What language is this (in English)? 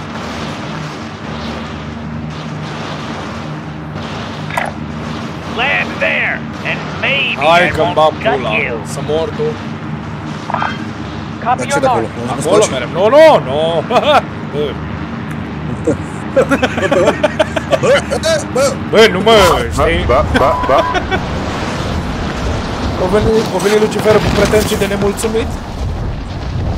Romanian